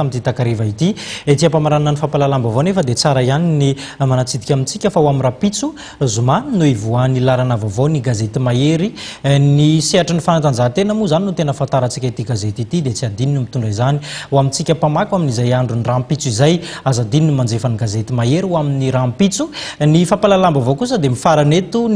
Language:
Malagasy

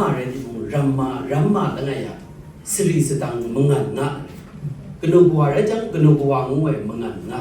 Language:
Kachin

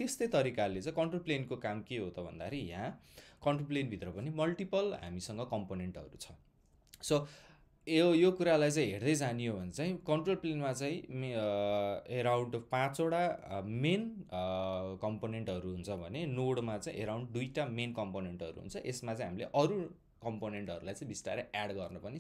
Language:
Nepali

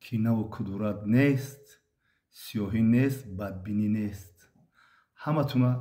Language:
Tajik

